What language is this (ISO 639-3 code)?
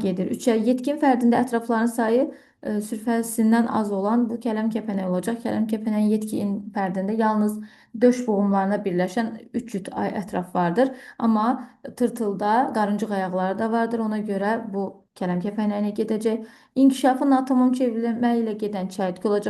aze